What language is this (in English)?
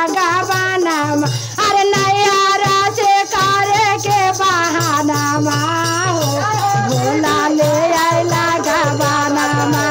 Bhojpuri